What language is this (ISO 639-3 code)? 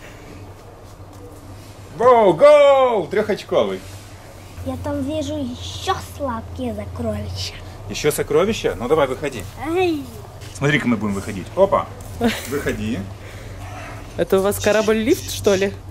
rus